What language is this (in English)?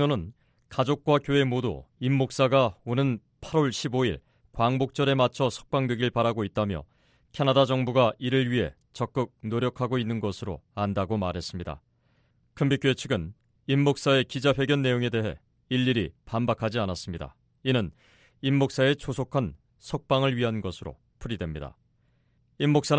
Korean